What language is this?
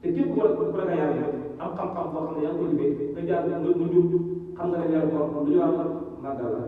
Wolof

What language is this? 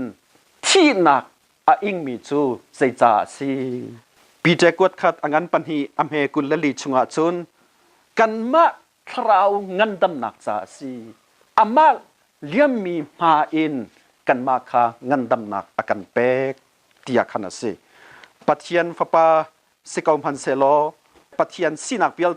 Hakha Chin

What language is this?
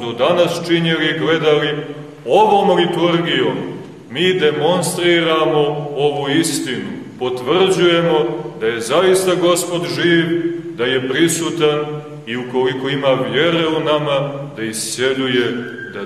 Serbian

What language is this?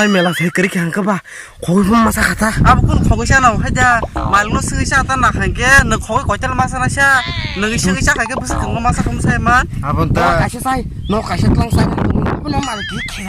Kok Borok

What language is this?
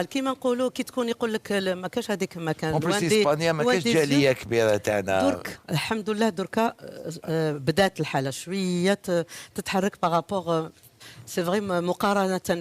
Algerian Arabic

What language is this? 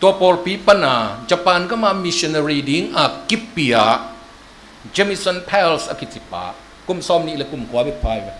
Tedim Chin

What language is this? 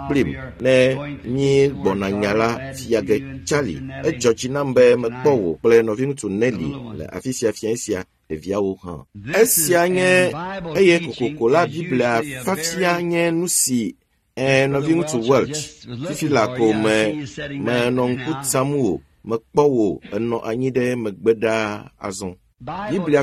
Ewe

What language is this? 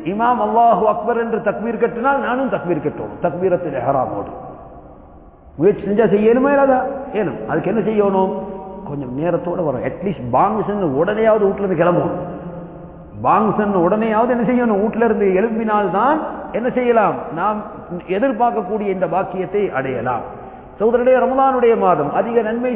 Tamil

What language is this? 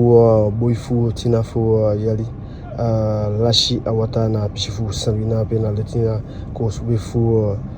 Eastern Maroon Creole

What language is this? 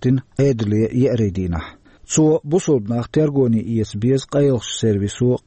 Chechen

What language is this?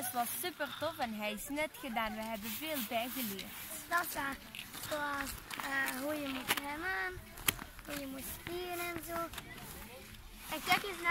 Dutch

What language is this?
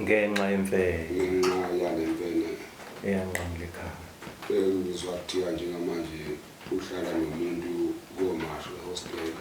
Zulu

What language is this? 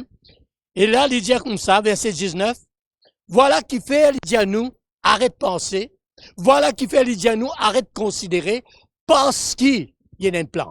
Morisyen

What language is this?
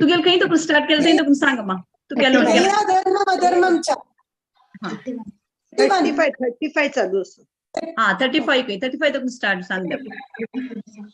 Konkani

